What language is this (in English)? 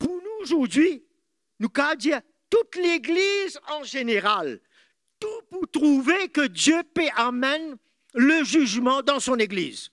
Morisyen